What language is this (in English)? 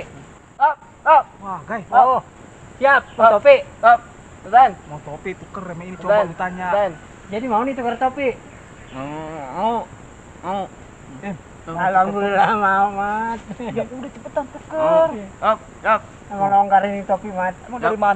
Betawi